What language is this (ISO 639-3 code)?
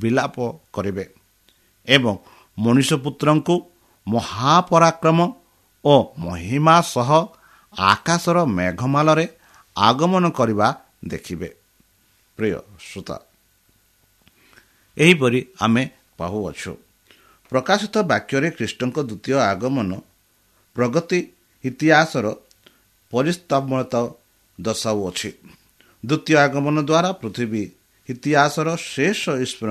ori